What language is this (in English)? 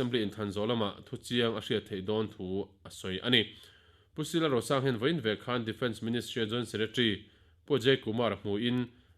Mizo